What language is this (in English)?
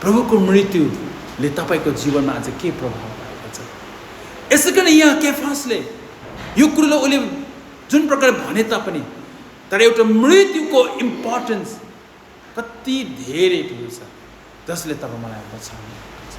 Nepali